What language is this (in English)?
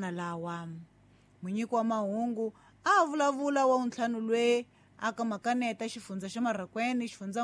Tsonga